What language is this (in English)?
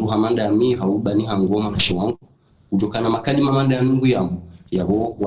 Ngazidja Comorian